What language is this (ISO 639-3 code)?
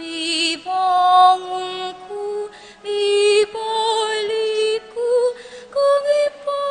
pam